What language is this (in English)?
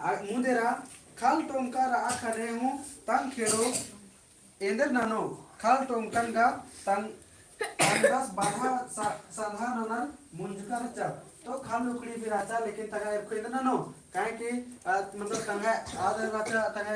Kurukh